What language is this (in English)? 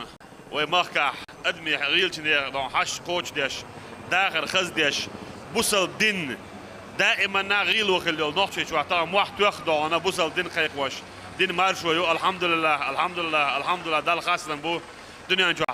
Chechen